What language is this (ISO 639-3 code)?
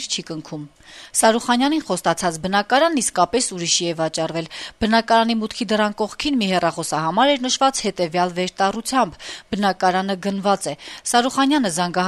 hye